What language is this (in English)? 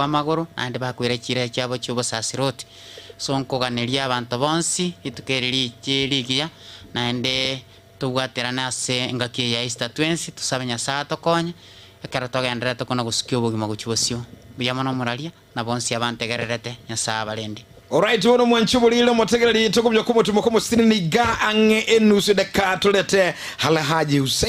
Gusii